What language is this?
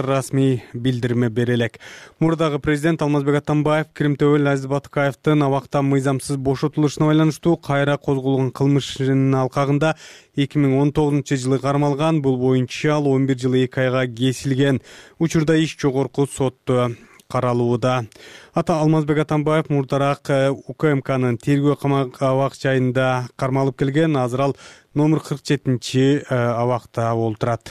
Kyrgyz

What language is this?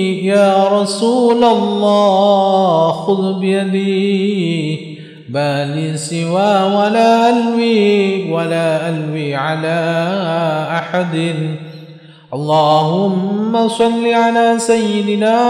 Arabic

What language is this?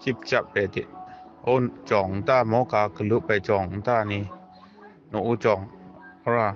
Kachin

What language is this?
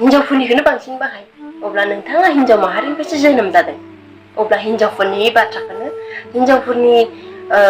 Bodo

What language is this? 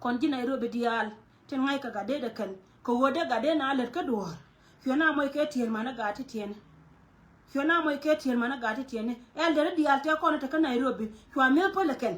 Nuer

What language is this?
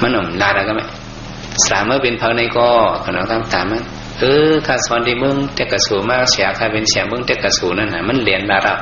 Shan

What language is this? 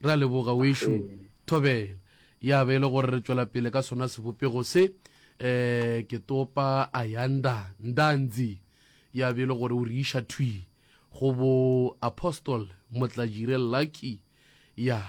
Northern Sotho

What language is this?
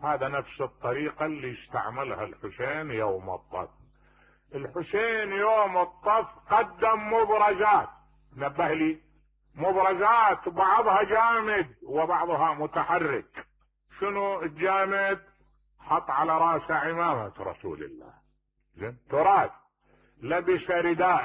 Mesopotamian Arabic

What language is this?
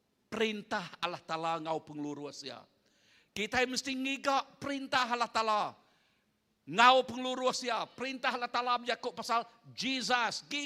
Iban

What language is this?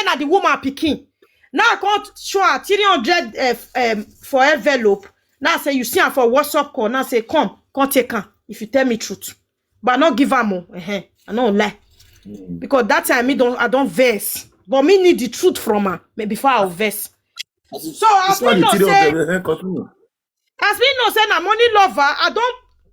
Nigerian Pidgin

